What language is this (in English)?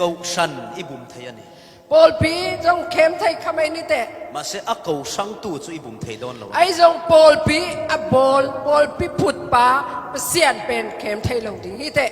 Falam Chin